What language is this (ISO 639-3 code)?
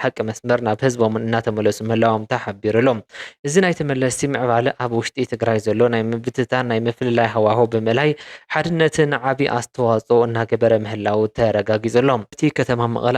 tir